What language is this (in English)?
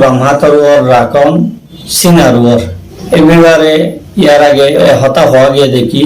Rohingya